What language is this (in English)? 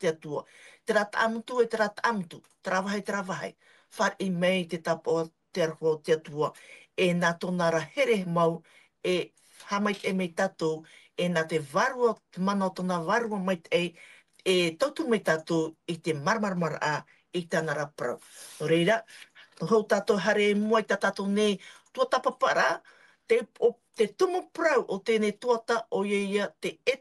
Tahitian